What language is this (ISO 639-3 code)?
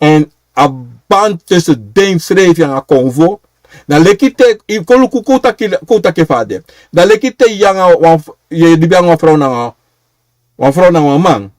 srn